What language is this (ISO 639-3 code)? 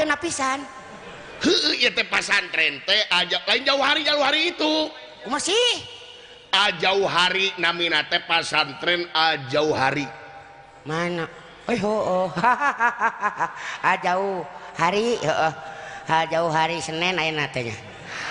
sun